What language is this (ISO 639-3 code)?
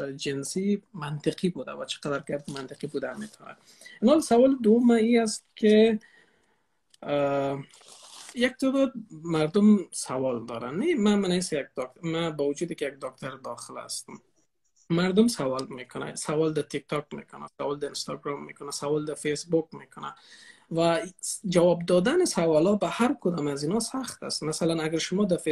fas